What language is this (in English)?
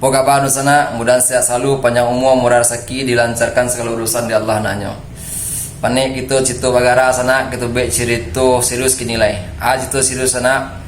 Minangkabau